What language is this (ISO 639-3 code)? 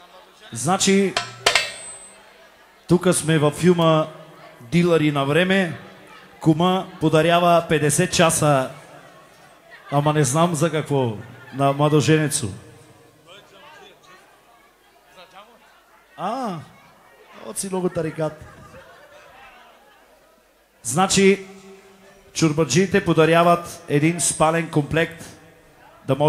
bul